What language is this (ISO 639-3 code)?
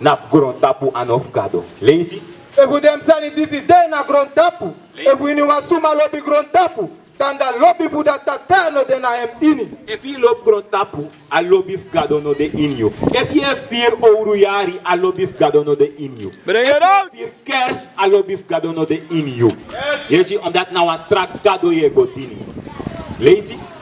srn